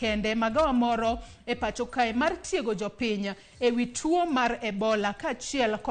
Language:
Luo (Kenya and Tanzania)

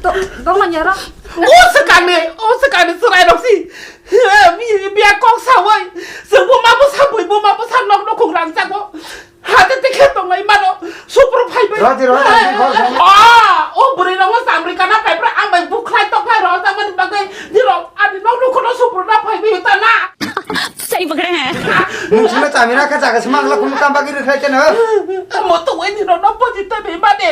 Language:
Kok Borok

